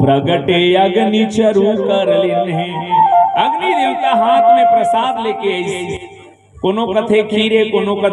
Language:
Chhattisgarhi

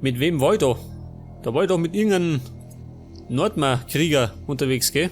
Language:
Bavarian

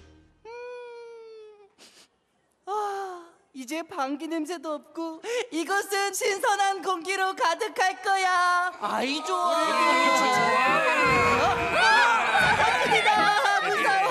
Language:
Korean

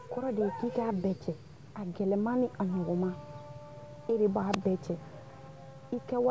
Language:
Bambara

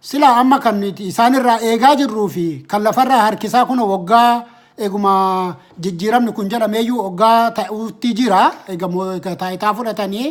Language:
Oromo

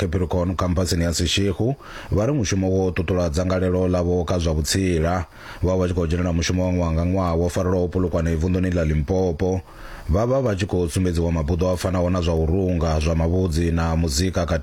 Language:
Venda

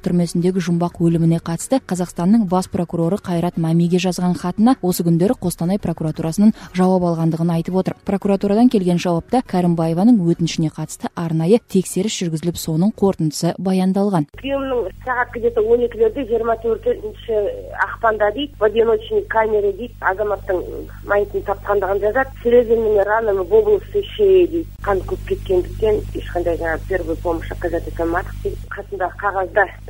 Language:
Kazakh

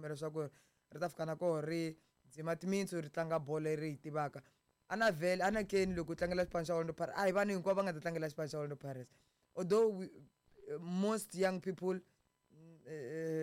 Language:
Tsonga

